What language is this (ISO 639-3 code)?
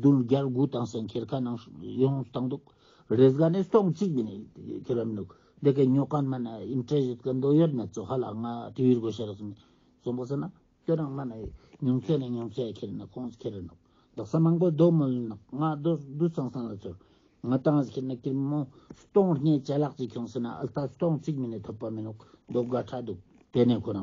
lbj